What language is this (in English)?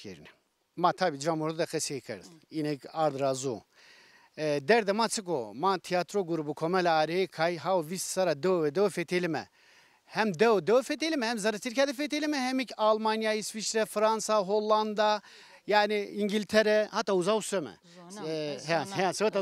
Zaza